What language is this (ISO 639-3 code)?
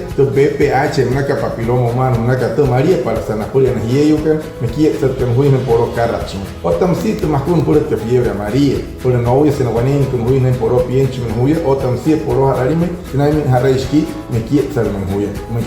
guc